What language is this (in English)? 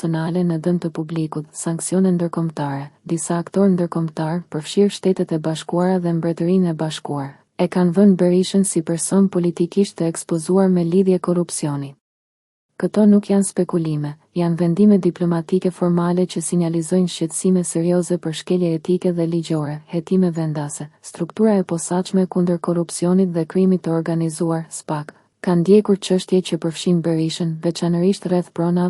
Albanian